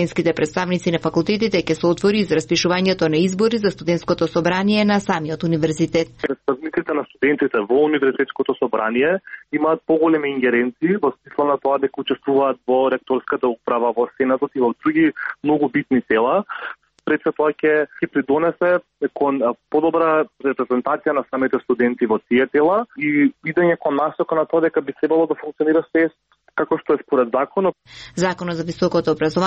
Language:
Macedonian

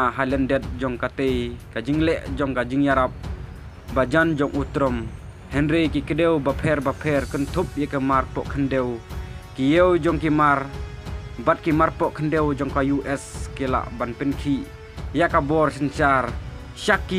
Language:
Khasi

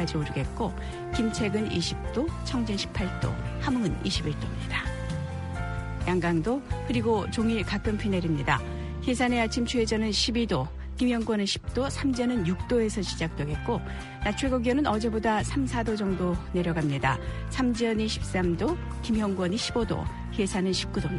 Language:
Korean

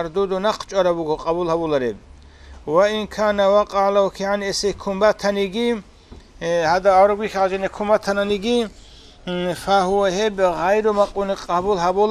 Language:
Avaric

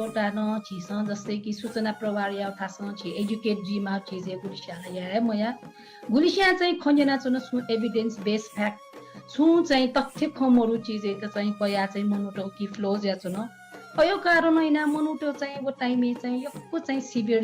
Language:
Newari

